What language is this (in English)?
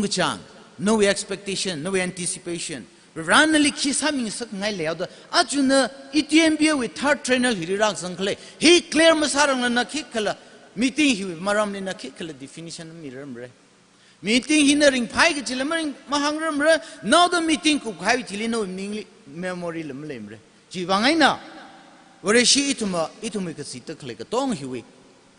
Tangkhul Naga (India)